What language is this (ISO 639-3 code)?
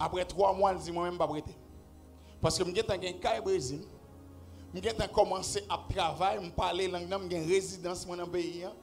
hat